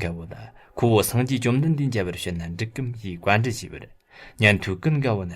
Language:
Tibetan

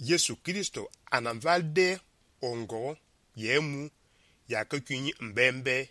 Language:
Fang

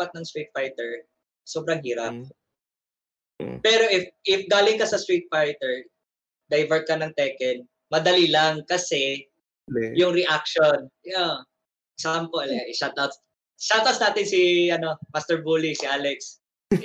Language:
Filipino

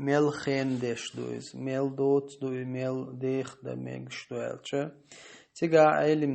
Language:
Chechen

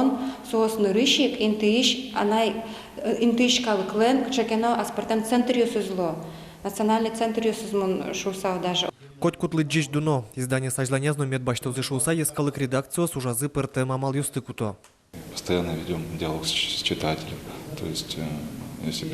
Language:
Udmurt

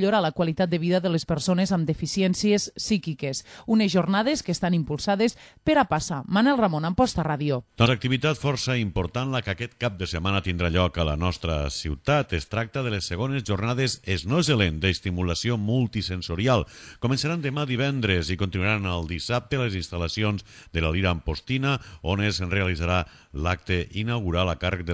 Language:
Catalan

